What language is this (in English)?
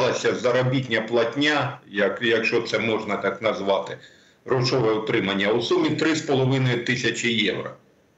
Ukrainian